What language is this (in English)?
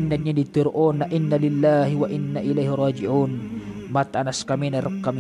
Maranao